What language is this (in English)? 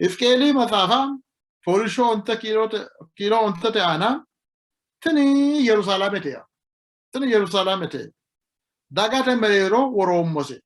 Sidamo